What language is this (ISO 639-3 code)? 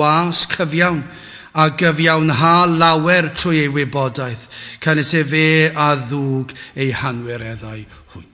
cym